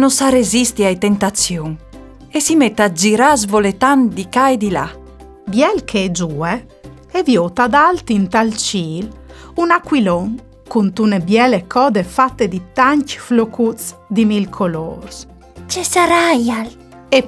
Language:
Friulian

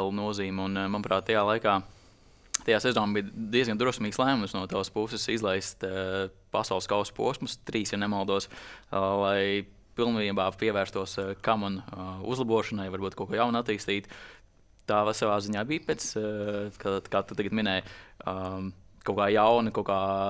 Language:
Latvian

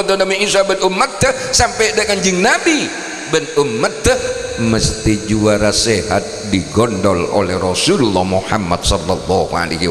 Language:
Madurese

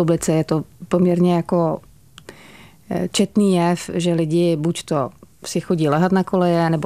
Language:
Czech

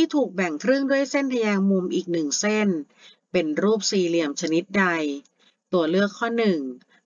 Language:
Thai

